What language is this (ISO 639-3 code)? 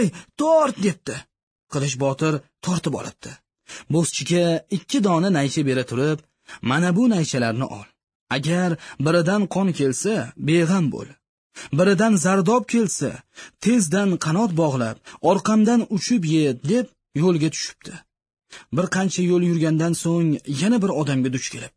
uzb